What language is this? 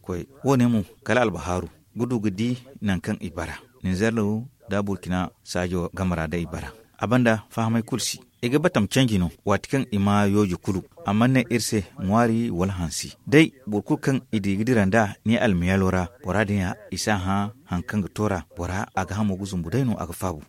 Zarma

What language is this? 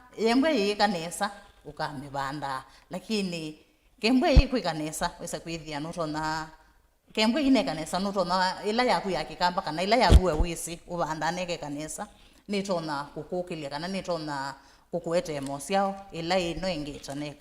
Kamba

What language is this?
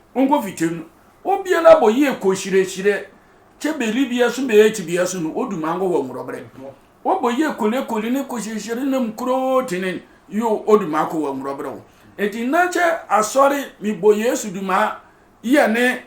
Sehwi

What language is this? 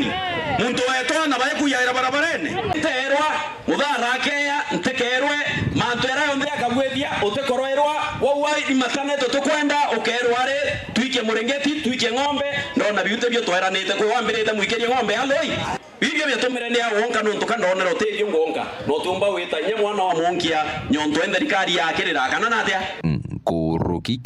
Meru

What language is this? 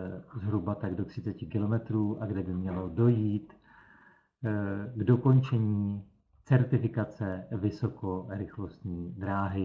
Czech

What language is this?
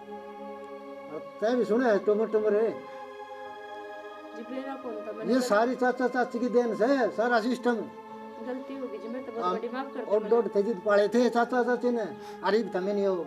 Haryanvi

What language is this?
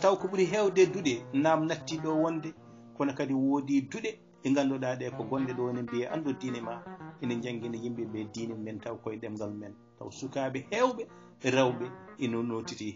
Fula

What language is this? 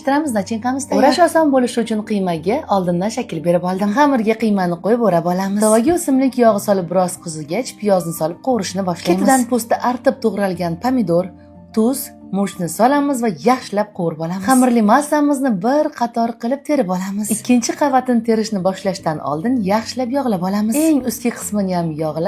Uzbek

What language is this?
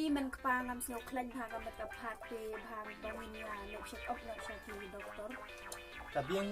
Khasi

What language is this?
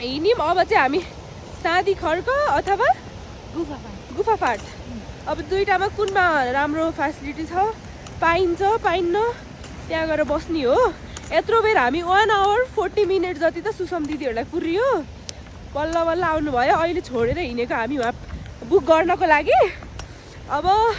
Nepali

